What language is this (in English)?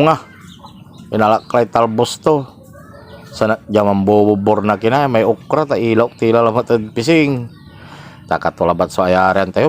Pangasinan